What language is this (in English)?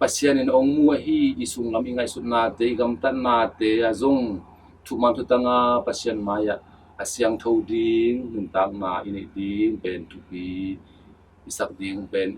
Tedim Chin